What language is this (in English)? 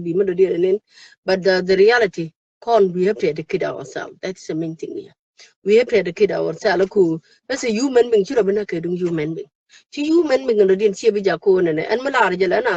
Nuer